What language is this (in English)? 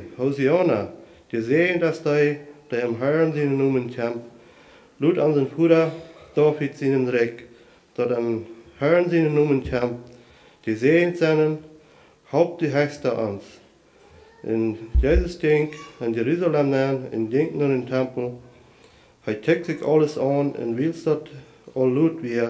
German